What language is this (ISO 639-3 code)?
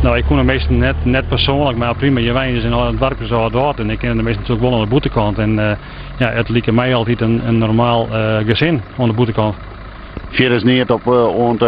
fry